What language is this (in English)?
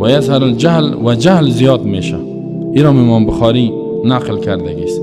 Persian